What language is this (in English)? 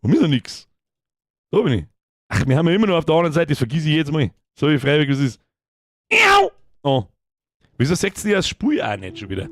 Bavarian